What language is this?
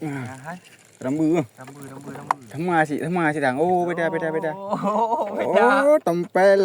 Achinese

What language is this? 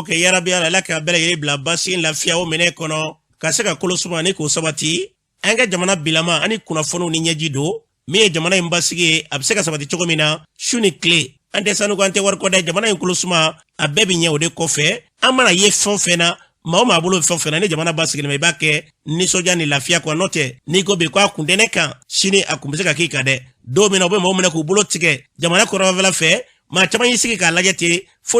Bambara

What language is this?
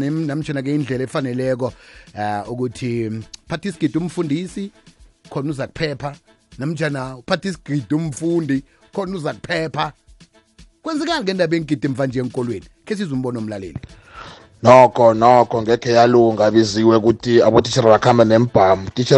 South Ndebele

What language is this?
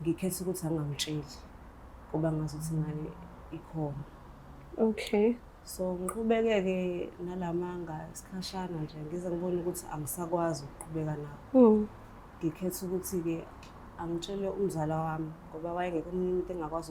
Zulu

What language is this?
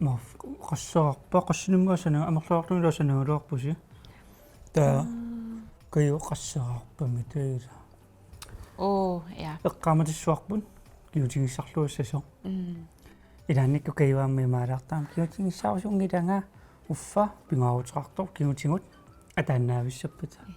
Kalaallisut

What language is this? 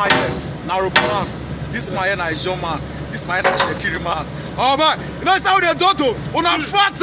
Nigerian Pidgin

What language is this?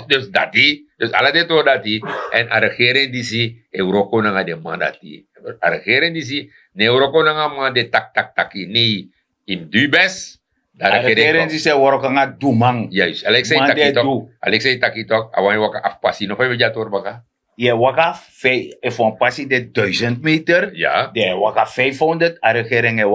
Sranan Tongo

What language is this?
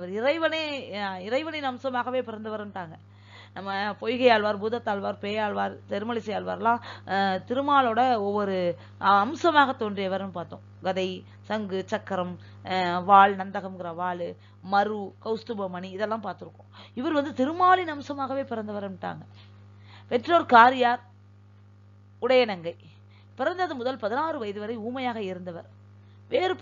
Tamil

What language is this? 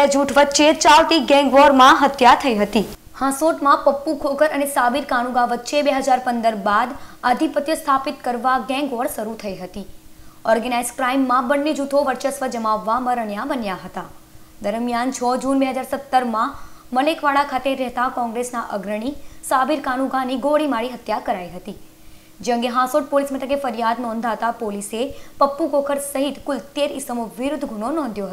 Gujarati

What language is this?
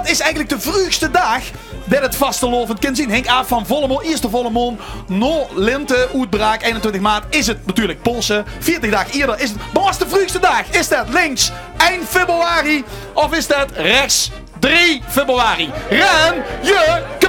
Limburgish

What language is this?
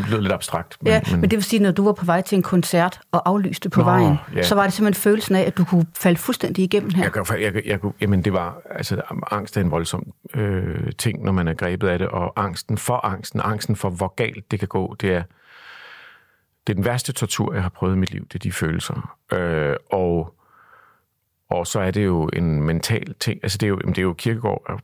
Danish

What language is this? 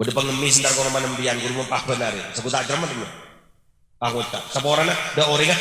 Madurese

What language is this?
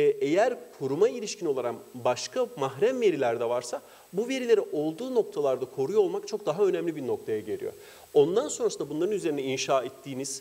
Turkish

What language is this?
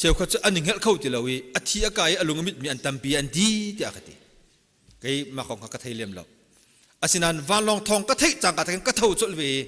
Hakha Chin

